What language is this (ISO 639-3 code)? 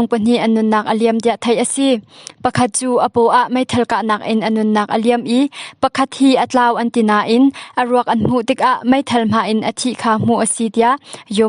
cnh